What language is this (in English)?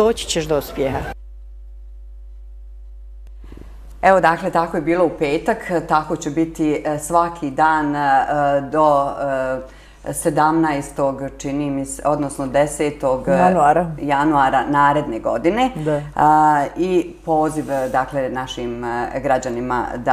Bosnian